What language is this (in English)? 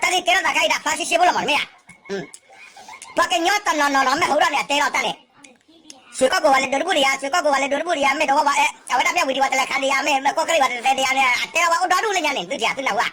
S'gaw Karen